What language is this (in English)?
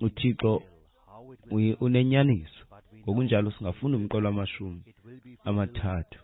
Xhosa